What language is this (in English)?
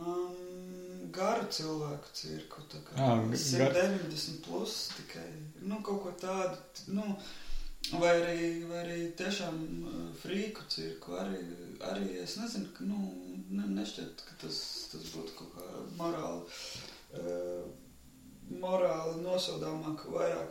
Latvian